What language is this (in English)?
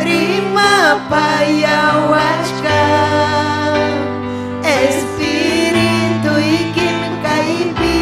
Ayacucho Quechua